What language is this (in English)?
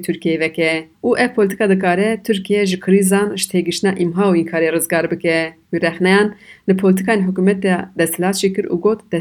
Kurdish